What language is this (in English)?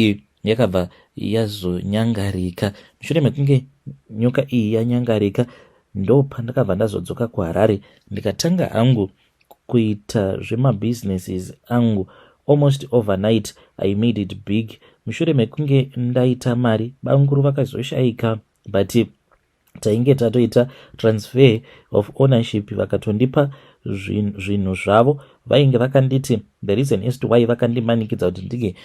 Shona